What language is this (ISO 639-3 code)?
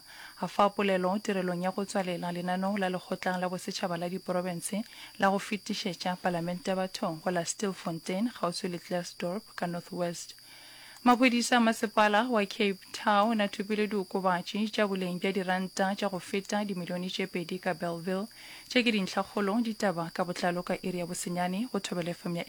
nso